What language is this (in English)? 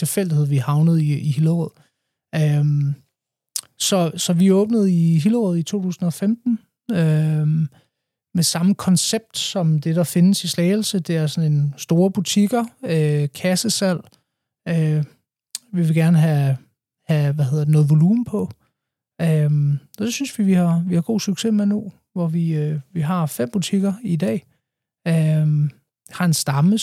Danish